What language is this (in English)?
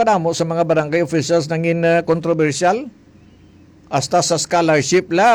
Hiligaynon